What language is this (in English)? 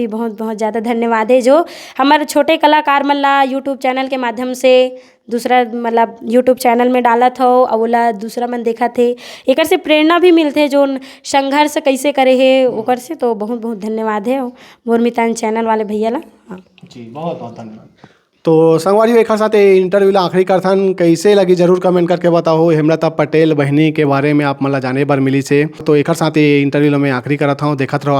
Chhattisgarhi